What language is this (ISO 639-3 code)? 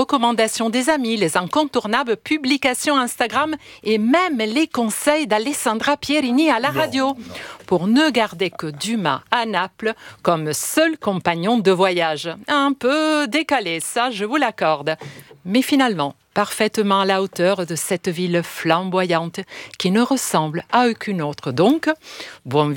fra